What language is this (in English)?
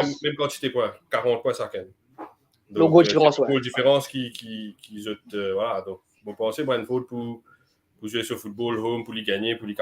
Morisyen